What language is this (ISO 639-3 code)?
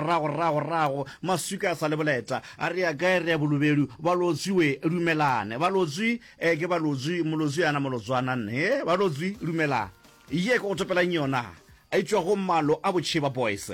nso